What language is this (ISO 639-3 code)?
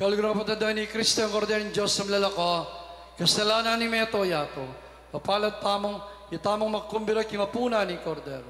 pam